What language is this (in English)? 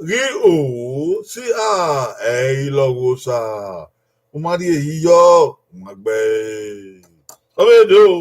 Bini